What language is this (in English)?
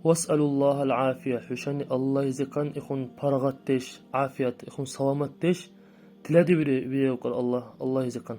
Dargwa